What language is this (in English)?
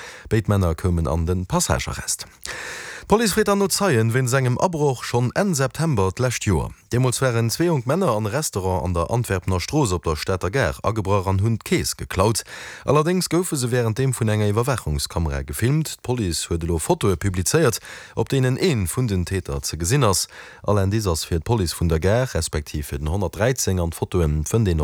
Luxembourgish